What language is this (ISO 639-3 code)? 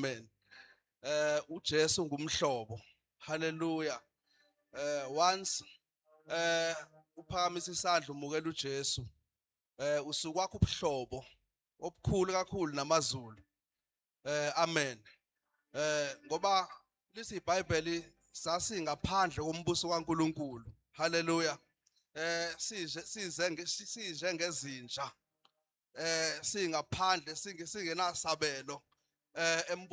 zul